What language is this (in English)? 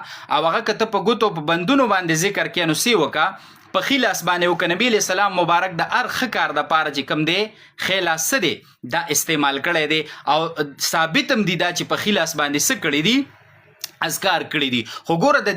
Pashto